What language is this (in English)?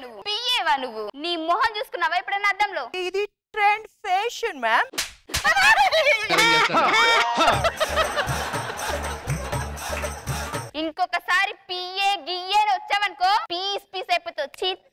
Telugu